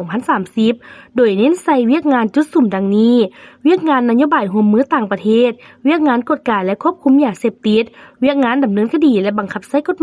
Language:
Lao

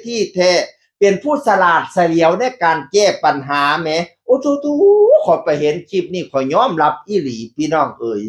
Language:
Northeastern Thai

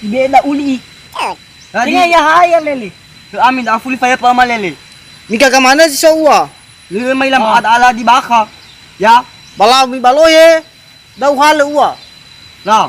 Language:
Nias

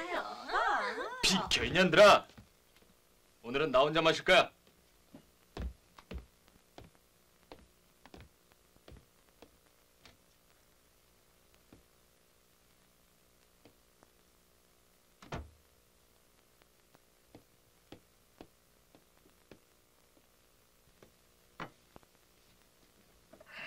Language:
Korean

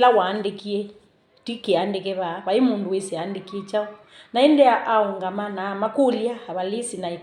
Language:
Kamba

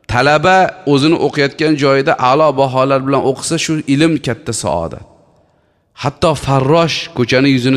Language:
Uzbek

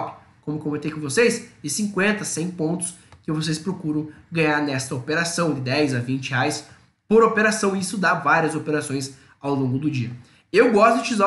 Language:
Portuguese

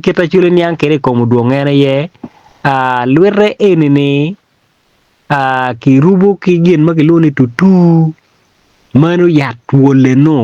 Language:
Acoli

